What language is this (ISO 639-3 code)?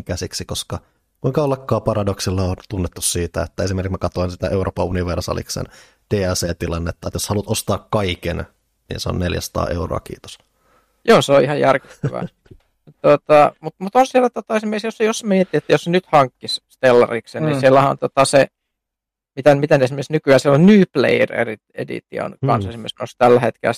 fin